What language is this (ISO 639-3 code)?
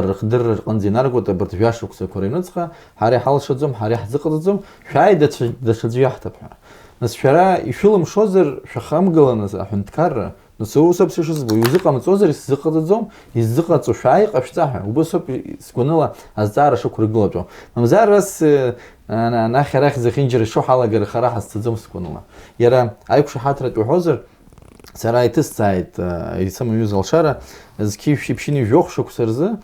abk